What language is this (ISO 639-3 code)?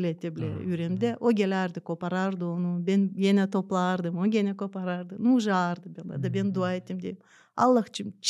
gag